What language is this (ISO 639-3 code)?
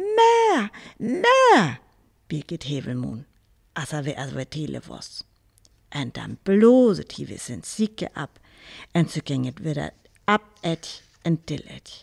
frr